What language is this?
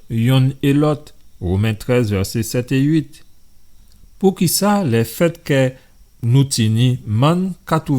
Guadeloupean Creole French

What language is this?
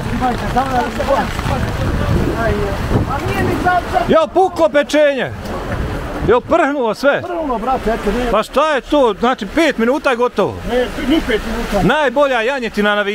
Bosnian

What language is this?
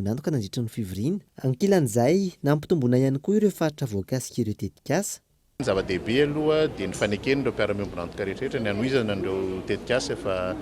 Malagasy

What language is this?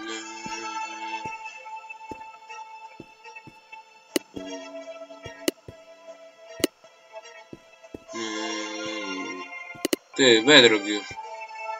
Polish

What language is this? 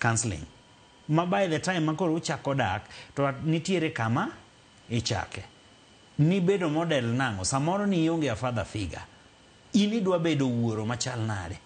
Luo (Kenya and Tanzania)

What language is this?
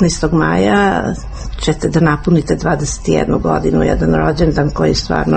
Serbian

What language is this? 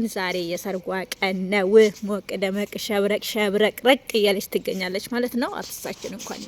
Amharic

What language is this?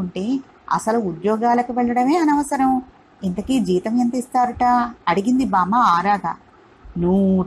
Telugu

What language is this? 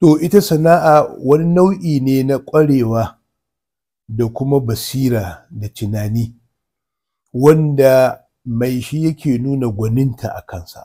Hausa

